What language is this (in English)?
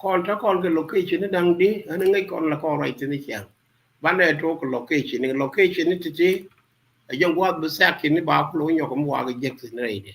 Nuer